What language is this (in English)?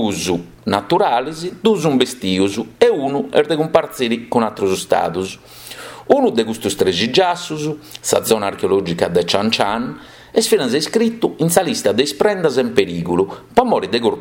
Sardinian